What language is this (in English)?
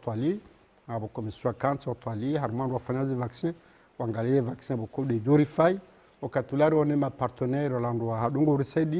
Ngazidja Comorian